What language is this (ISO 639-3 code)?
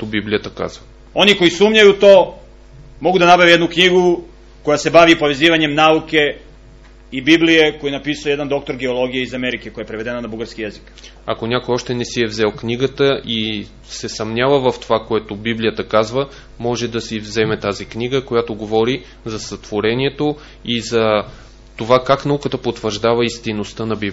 bul